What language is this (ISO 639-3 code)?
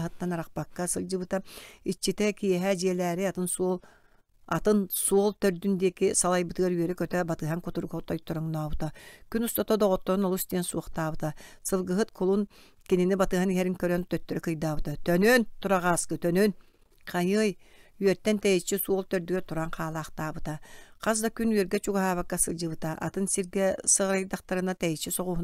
sah